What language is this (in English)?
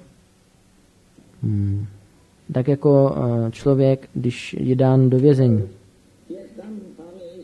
Czech